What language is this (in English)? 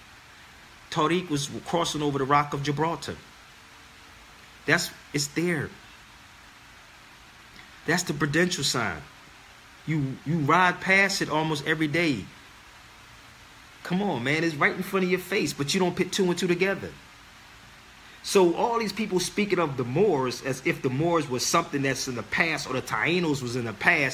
English